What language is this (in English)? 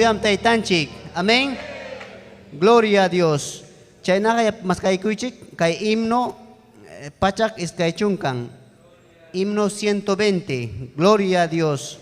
Ayacucho Quechua